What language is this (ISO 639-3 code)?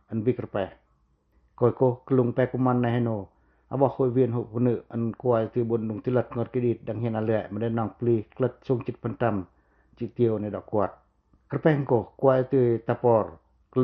pac